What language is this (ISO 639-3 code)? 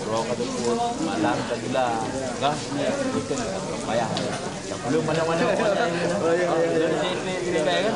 ace